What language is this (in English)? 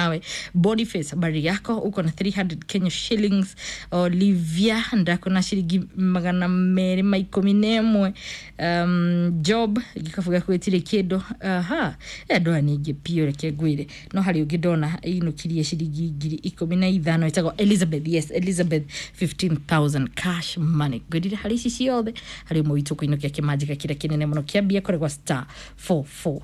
Kikuyu